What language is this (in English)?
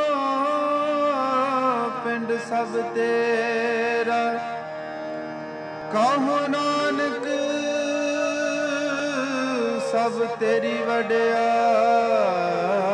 Punjabi